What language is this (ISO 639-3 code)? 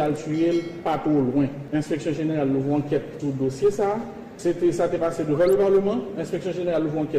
hat